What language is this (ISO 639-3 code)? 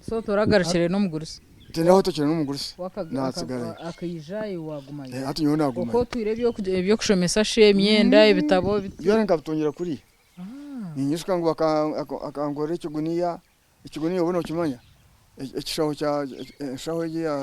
nyn